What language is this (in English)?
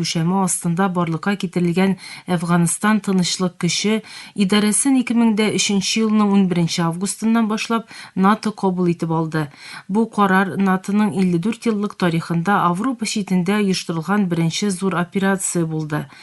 Tatar